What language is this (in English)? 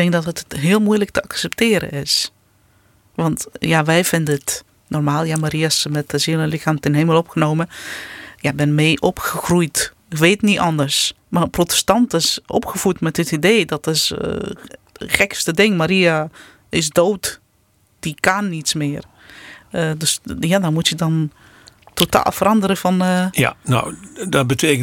Dutch